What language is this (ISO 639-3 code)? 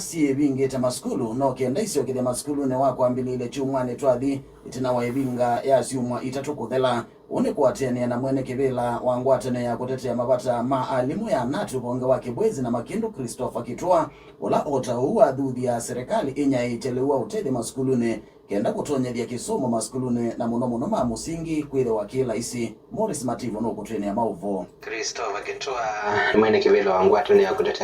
kam